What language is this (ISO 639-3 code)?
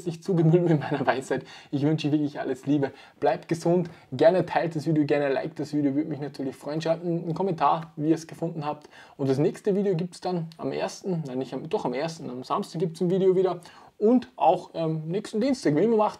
deu